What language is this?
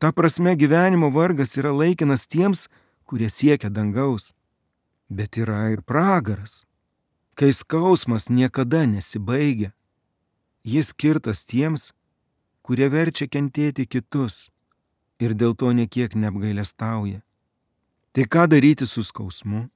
Lithuanian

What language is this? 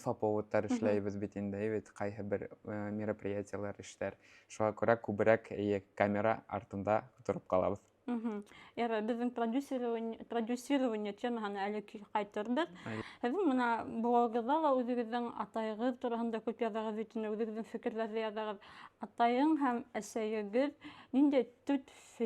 Bashkir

